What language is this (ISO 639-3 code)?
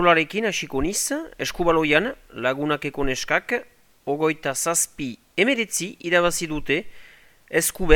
eus